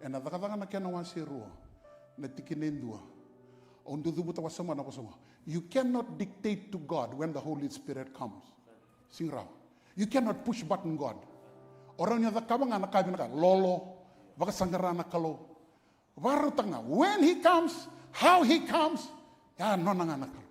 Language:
Fijian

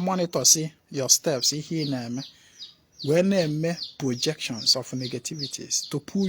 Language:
Igbo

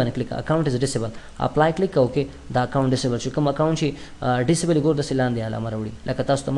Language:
Pashto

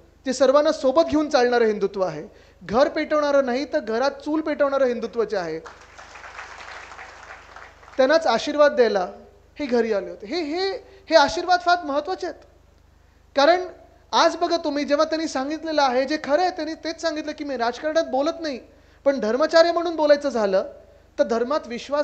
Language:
Marathi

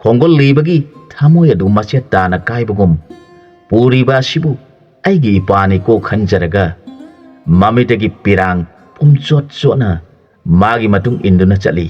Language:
Manipuri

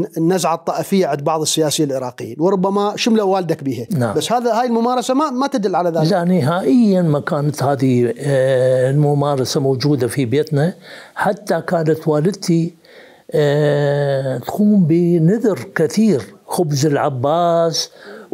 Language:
Mesopotamian Arabic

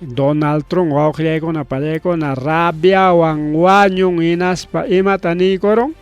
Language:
Ayacucho Quechua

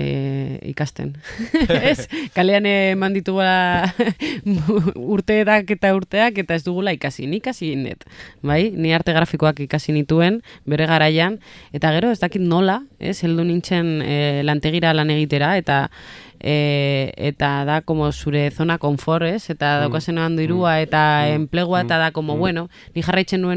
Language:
Basque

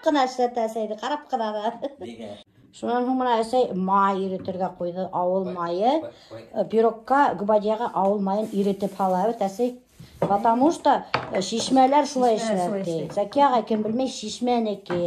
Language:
Bashkir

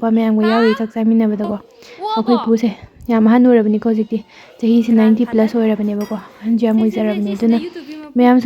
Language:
Manipuri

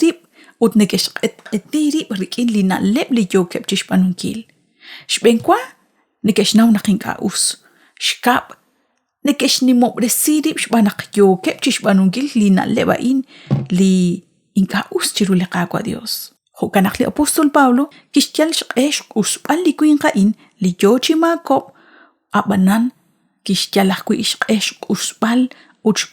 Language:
Kekchí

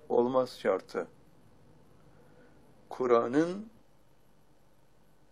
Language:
Turkish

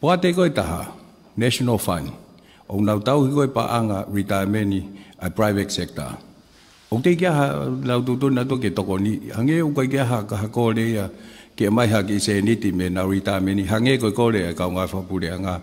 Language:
Tongan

